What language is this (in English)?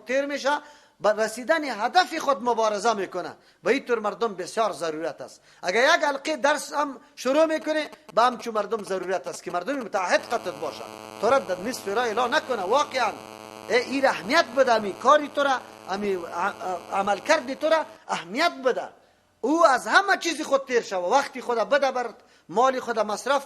Persian